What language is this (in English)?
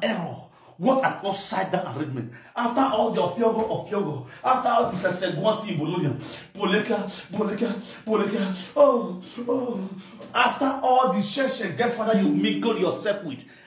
Nigerian Pidgin